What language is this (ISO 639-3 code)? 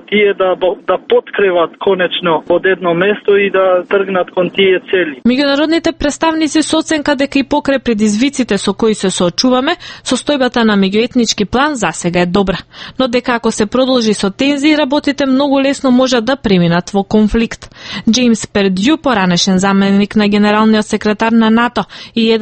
mkd